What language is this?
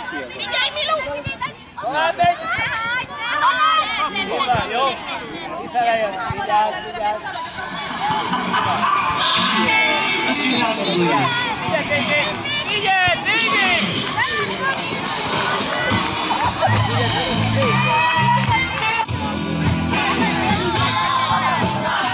Hungarian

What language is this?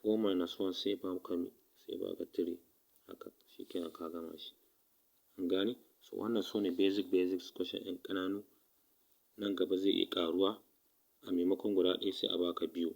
Hausa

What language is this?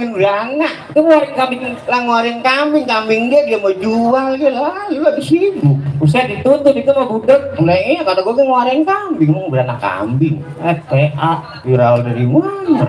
Betawi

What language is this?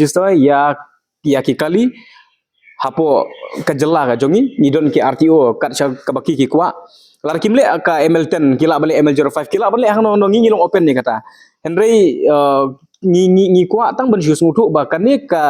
Khasi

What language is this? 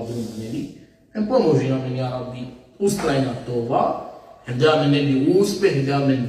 Balkan Romani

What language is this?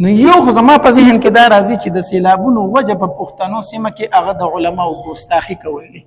Pashto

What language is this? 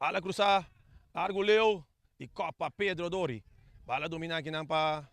Papiamento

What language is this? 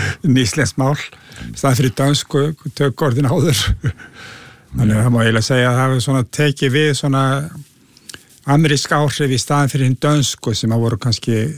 Icelandic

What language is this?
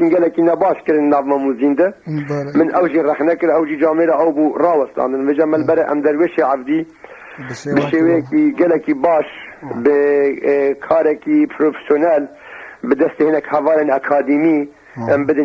Kurdish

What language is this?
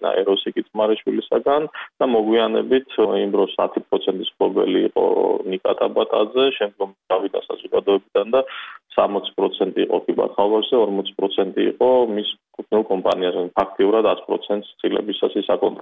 Georgian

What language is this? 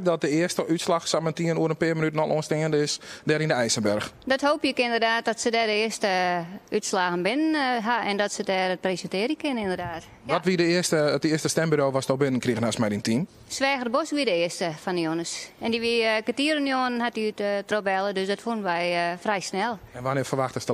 Western Frisian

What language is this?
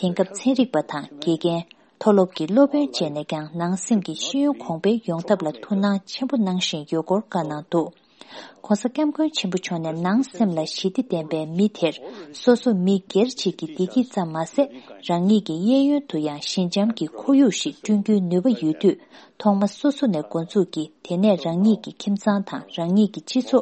Tibetan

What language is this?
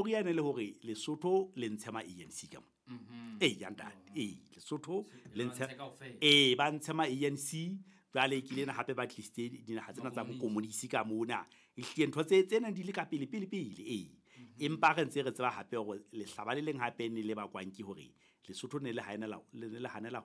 Southern Sotho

